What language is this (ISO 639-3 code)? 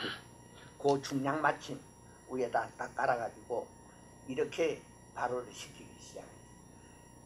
kor